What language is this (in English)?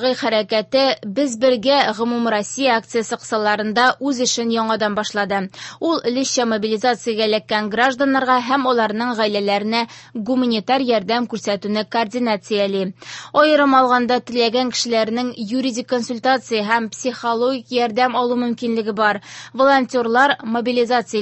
Tatar